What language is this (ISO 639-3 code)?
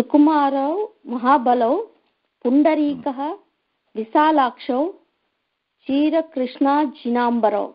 san